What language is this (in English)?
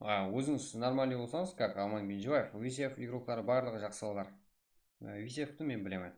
Kara-Kalpak